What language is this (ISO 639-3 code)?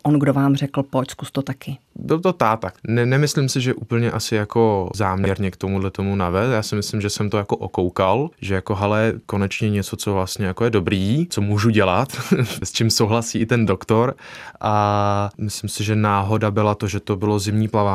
ces